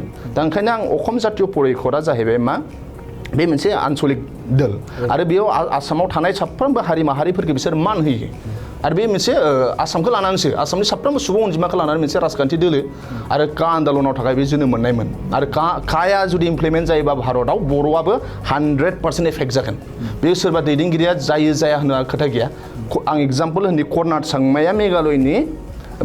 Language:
Bodo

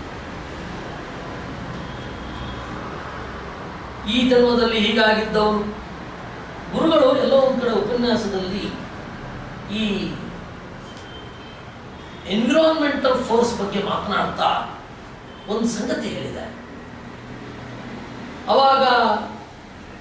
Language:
Kannada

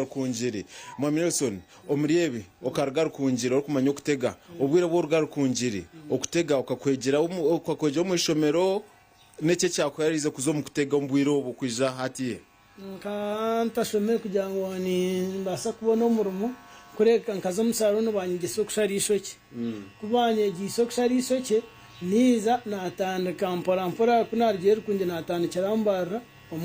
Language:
Nyankole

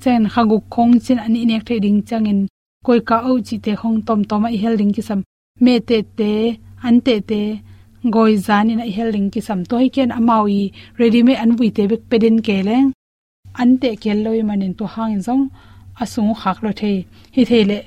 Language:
Tedim Chin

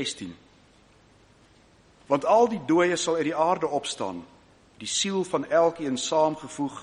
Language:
Afrikaans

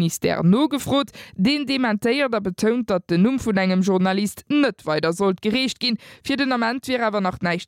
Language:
Luxembourgish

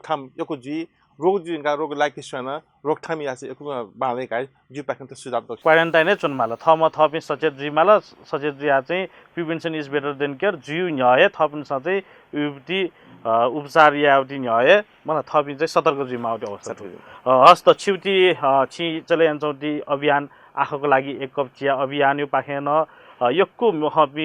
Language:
Newari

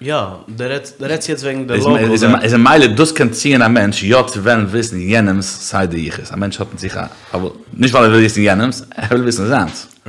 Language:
Yiddish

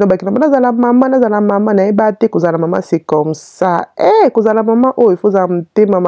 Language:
Lingala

